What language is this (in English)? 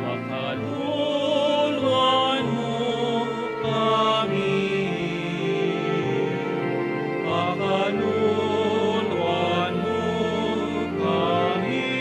Pampanga